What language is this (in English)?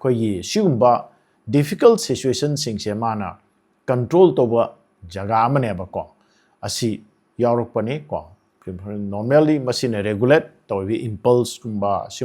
Manipuri